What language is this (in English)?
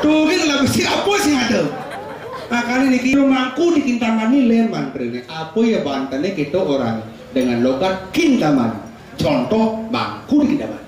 Balinese